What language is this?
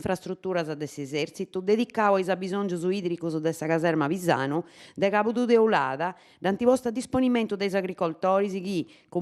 Sardinian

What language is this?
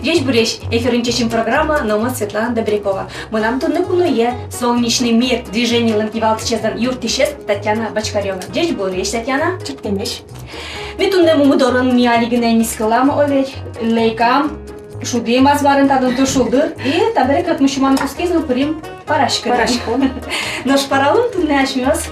Udmurt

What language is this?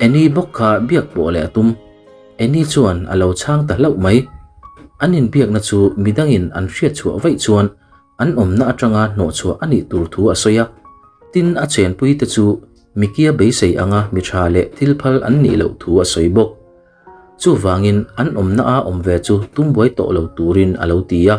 Mizo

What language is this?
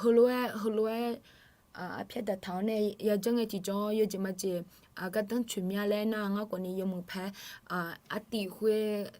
Akha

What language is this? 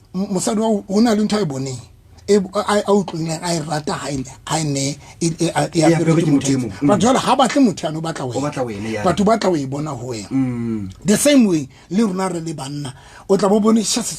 Southern Sotho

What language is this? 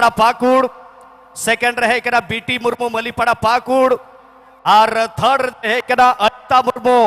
Santali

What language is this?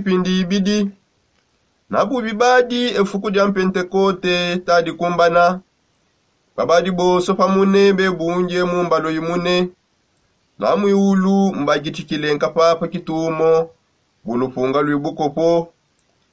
Songe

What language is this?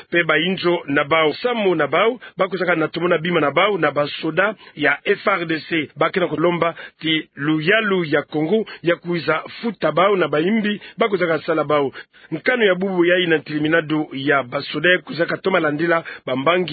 Kituba (Democratic Republic of Congo)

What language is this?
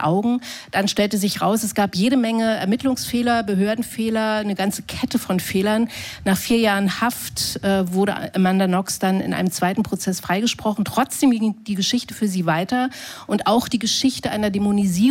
German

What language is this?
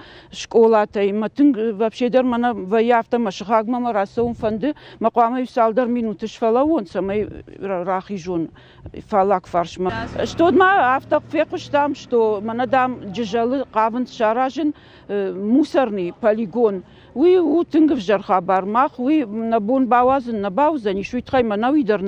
Ossetic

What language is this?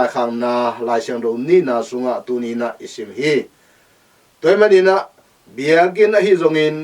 Tedim Chin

